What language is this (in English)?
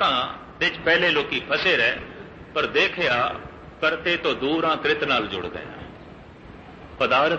Punjabi